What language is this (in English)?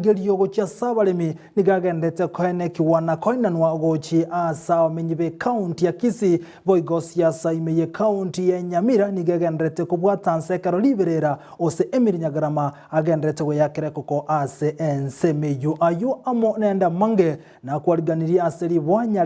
Gusii